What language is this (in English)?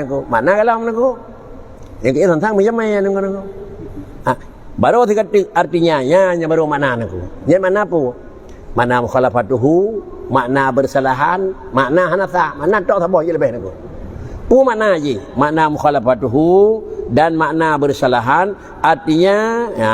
Achinese